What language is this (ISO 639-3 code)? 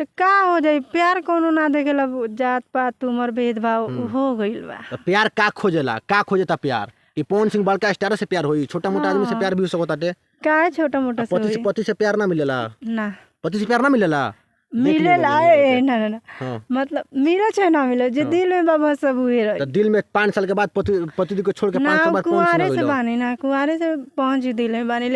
bho